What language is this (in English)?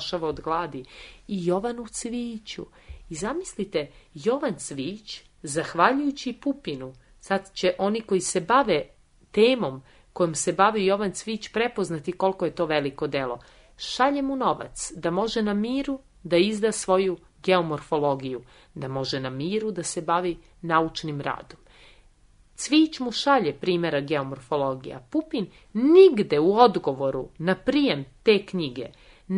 Serbian